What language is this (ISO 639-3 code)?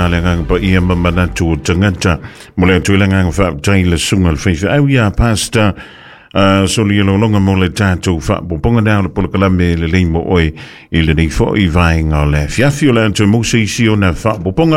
smo